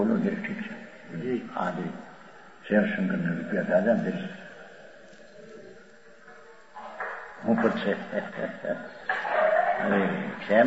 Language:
Gujarati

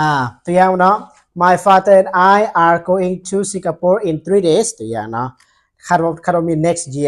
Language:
Lao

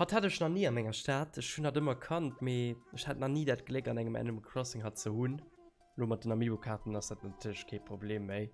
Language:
Luxembourgish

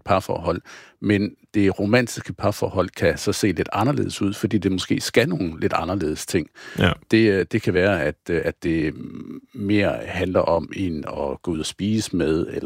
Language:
Danish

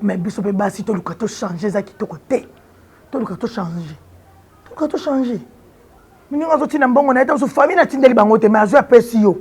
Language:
Lingala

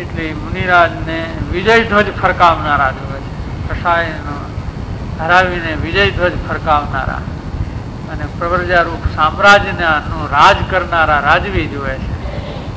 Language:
Gujarati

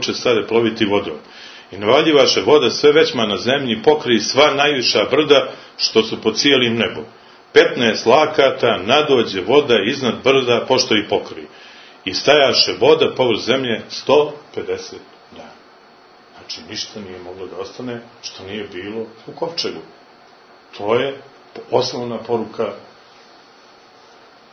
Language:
Serbian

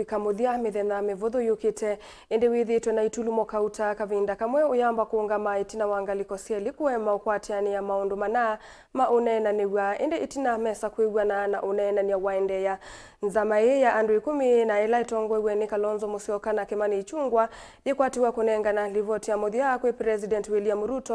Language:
Kamba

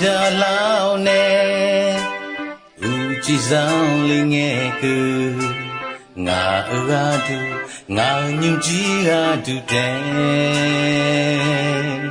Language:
Akha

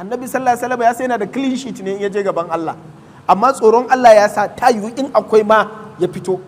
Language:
Hausa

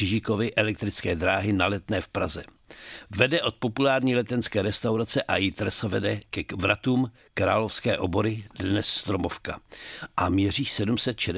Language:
Czech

